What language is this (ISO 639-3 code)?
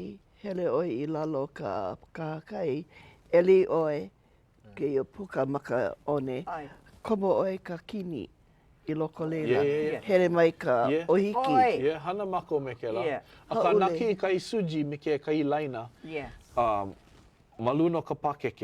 haw